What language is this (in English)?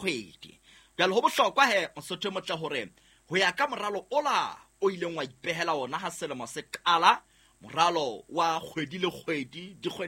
Southern Sotho